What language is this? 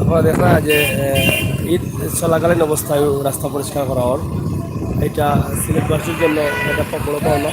Sylheti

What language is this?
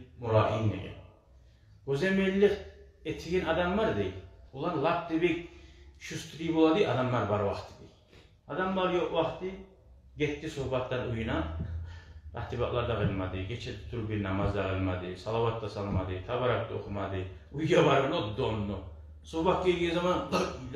Kumyk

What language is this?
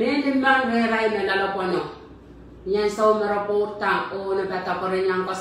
Pohnpeian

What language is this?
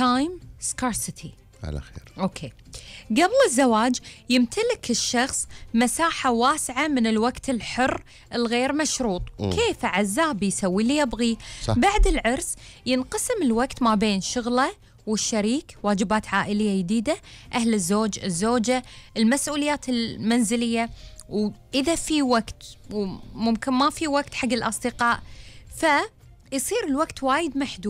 Gulf Arabic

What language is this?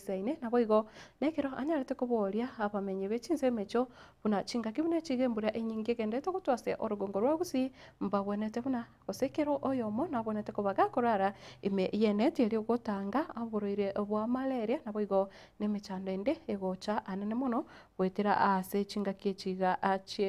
Gusii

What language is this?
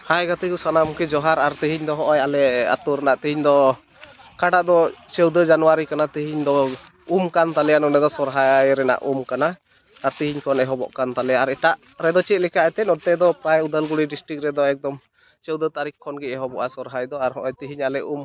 Santali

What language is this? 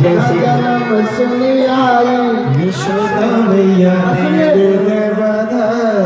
Maithili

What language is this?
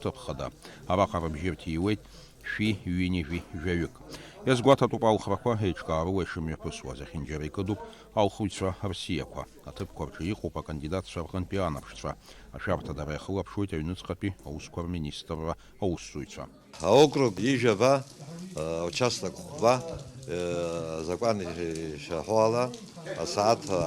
Abkhazian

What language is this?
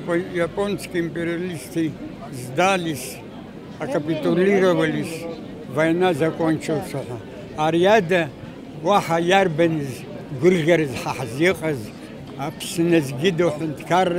Abkhazian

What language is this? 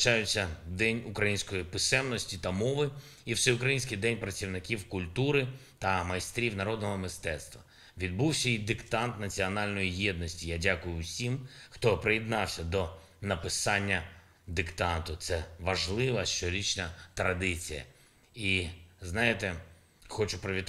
Ukrainian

